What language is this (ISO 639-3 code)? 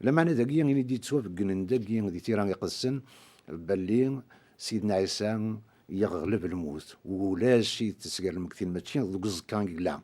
kab